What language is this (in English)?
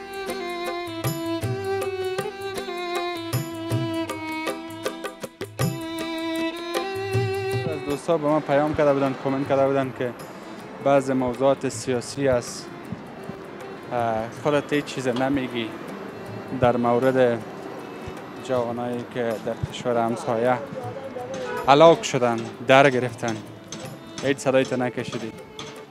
Persian